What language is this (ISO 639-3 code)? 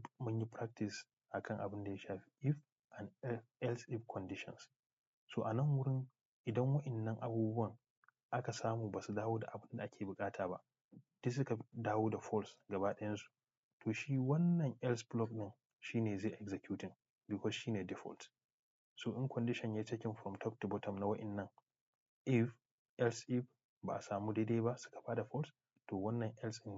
hau